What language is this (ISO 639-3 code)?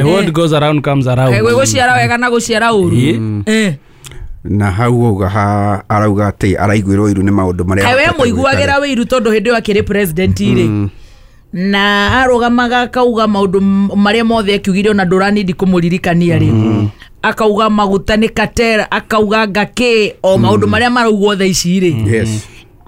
kik